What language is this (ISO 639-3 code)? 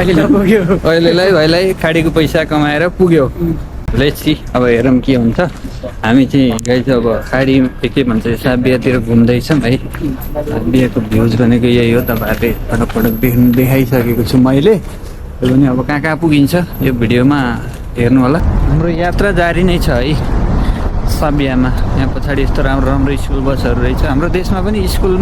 nep